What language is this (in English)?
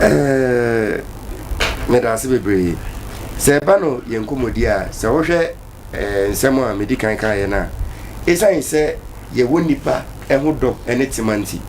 Akan